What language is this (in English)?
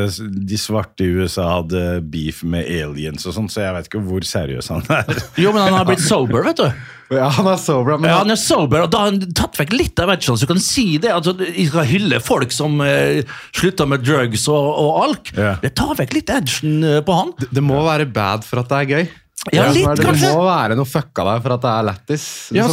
Norwegian